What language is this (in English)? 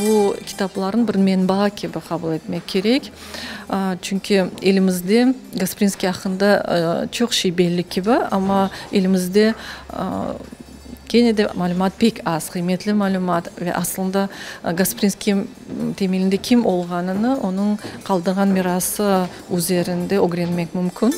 Crimean Tatar